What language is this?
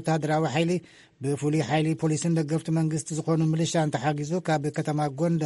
Tigrinya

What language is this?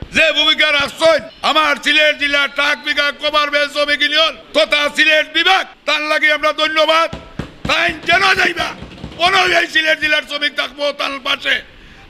Sylheti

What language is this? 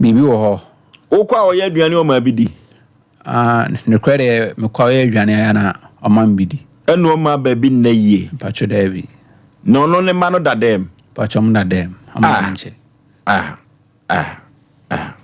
Akan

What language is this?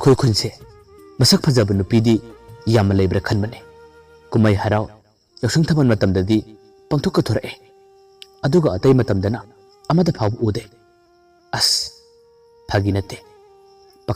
Manipuri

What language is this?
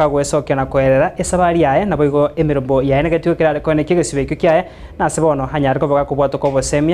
Gusii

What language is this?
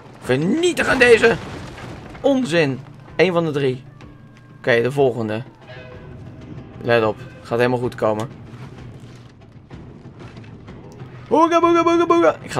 Dutch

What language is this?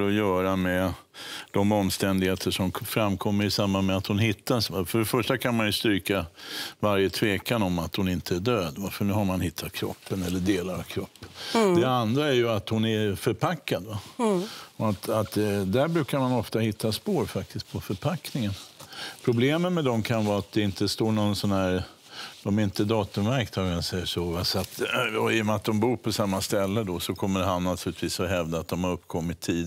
Swedish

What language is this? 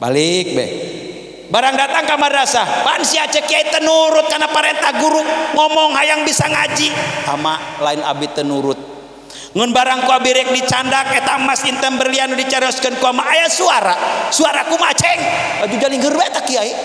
Sundanese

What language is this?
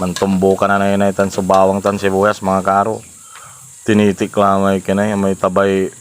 Pangasinan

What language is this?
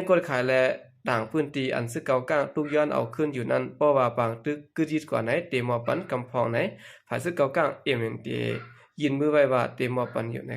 Shan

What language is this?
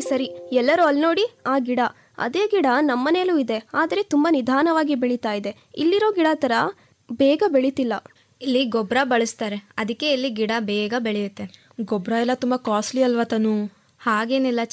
Kannada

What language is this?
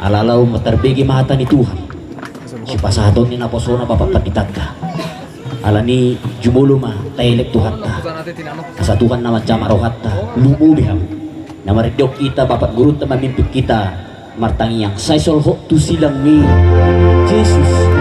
Batak Toba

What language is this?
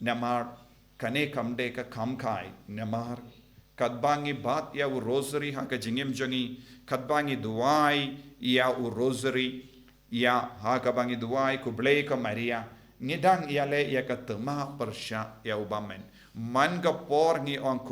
Khasi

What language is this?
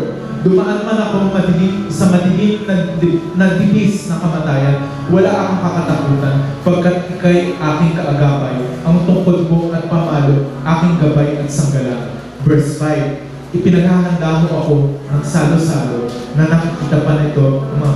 Filipino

